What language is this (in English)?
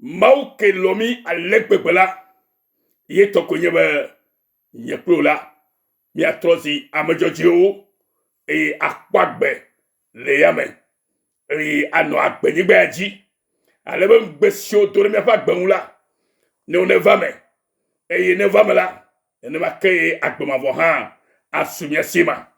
Ewe